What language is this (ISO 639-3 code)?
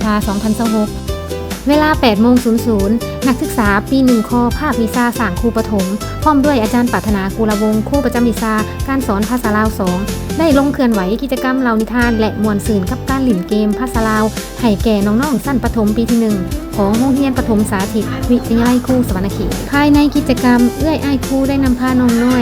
lao